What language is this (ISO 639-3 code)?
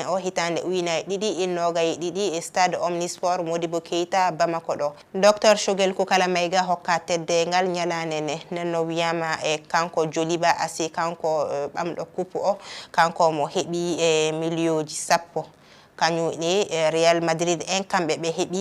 ful